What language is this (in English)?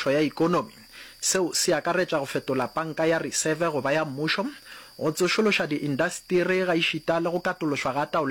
Northern Sotho